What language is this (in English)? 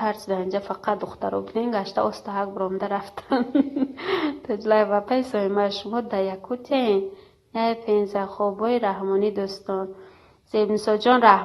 Tajik